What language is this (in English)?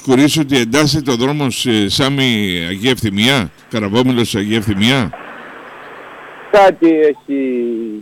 Greek